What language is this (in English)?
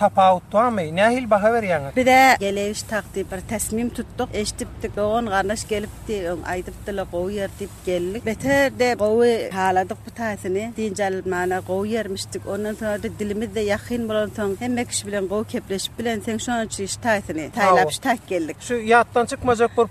Turkmen